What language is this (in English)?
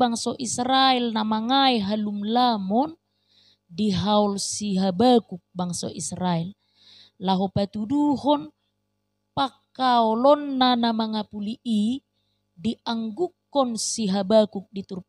Batak Toba